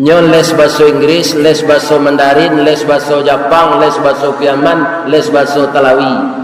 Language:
Minangkabau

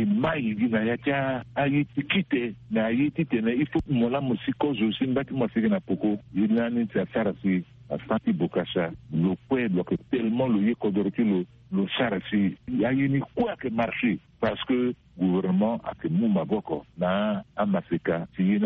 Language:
Sango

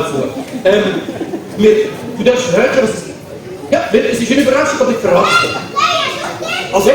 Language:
Swiss German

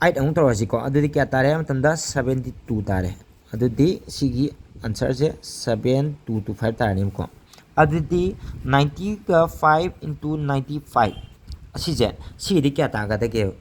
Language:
Manipuri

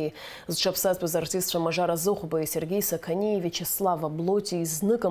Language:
Abkhazian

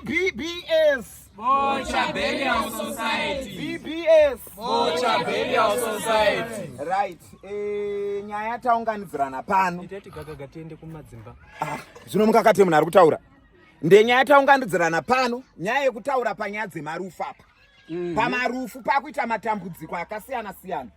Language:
Shona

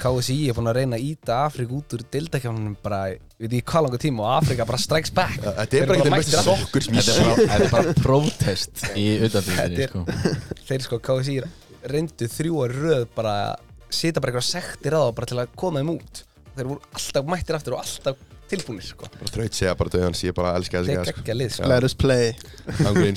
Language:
Icelandic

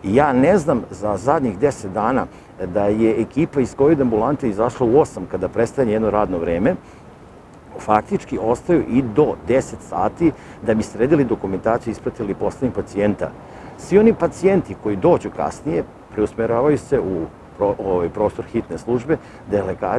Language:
Serbian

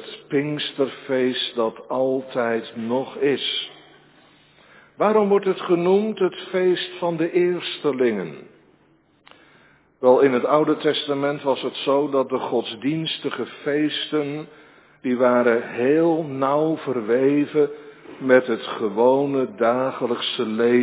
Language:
Dutch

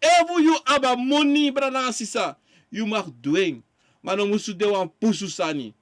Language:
Sranan Tongo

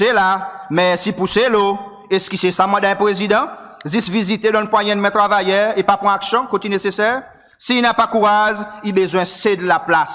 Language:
Seselwa Creole French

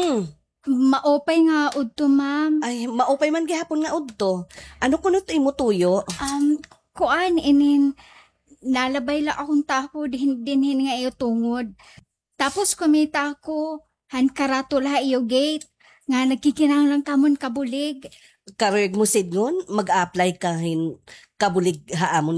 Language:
Waray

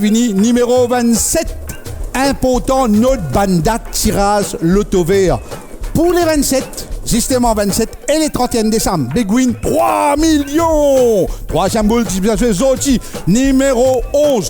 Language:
Morisyen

